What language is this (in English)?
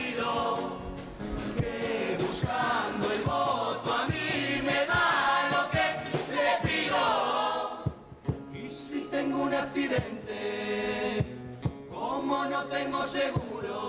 Spanish